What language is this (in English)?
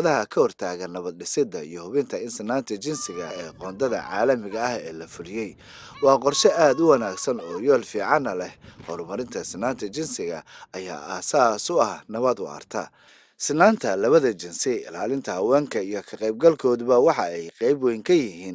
Somali